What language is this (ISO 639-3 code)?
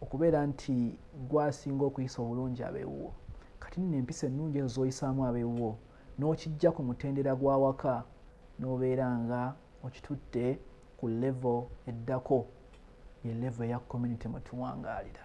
lug